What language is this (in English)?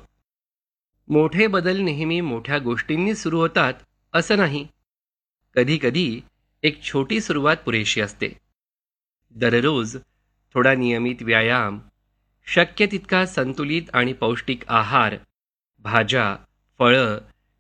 Marathi